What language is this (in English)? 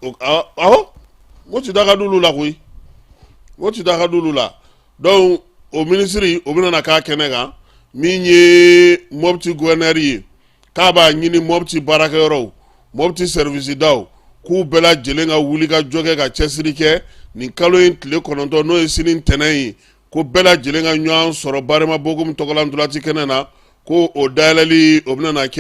Bambara